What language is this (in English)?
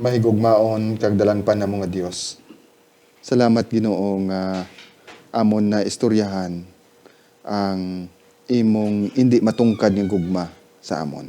Hiligaynon